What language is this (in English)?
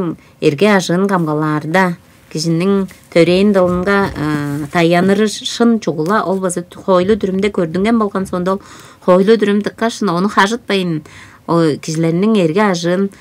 Tuvinian